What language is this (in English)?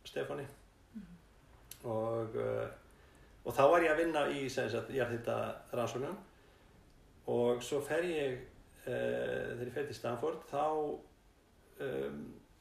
Icelandic